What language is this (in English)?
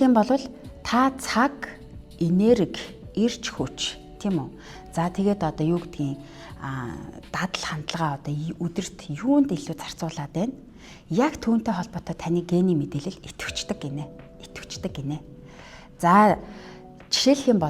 Mongolian